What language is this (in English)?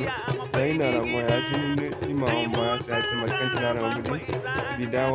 Zarma